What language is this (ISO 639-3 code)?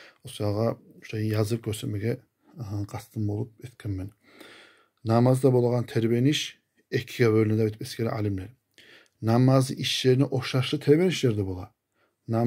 kum